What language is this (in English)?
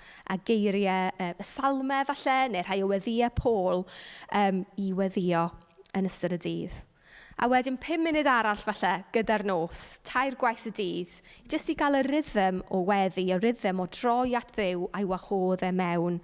Welsh